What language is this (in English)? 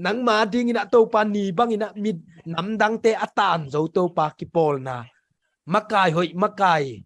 Tedim Chin